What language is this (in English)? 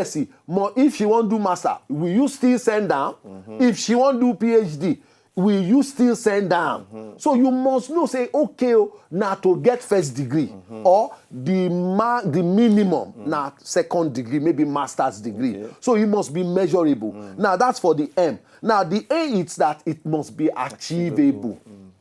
Nigerian Pidgin